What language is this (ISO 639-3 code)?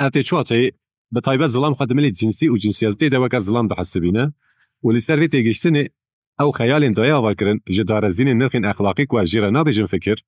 kur